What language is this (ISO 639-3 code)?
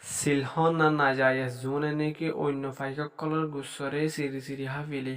rhg